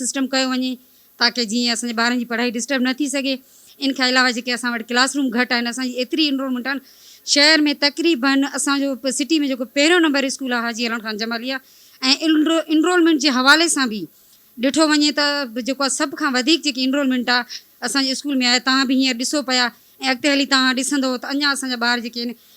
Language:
Sindhi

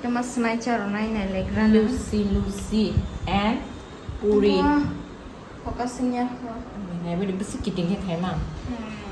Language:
Kok Borok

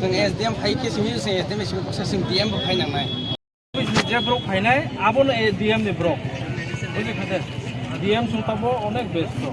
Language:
Kok Borok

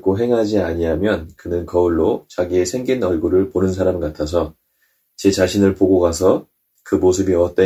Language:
Korean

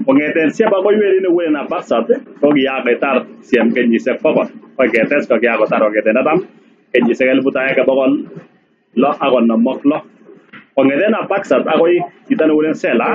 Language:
Kalenjin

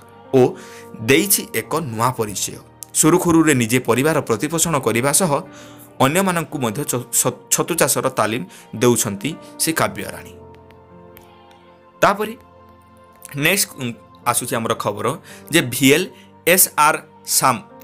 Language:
Odia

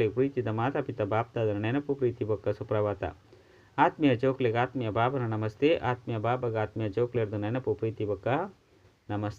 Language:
Tulu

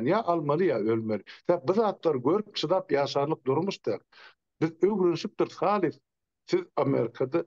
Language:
Turkmen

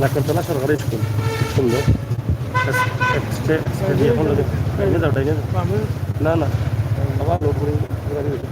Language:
Sylheti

